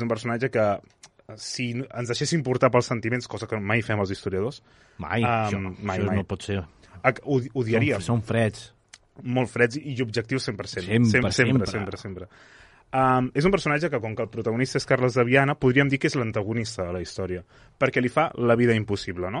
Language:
Catalan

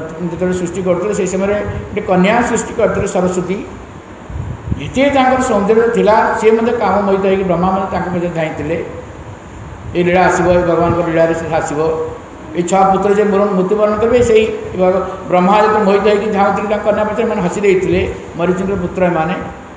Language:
Odia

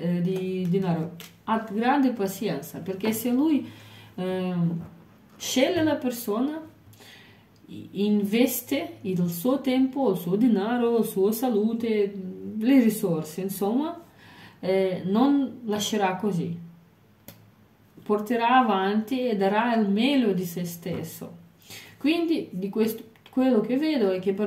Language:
Italian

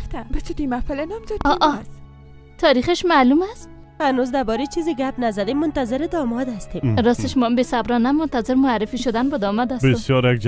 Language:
Persian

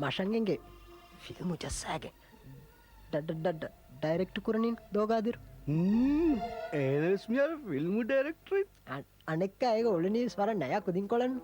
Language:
Divehi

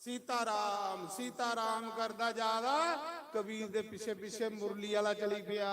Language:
Dogri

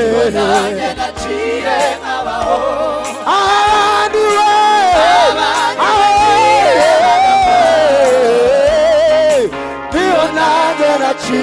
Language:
Kinyarwanda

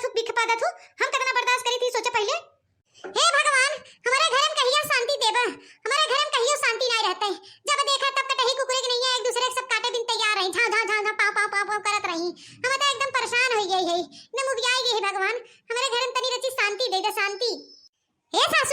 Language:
Awadhi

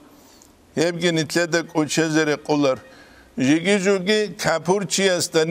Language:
Avaric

